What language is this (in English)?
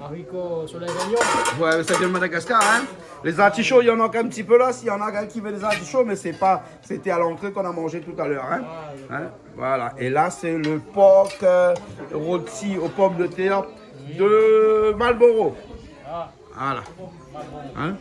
Réunion Creole French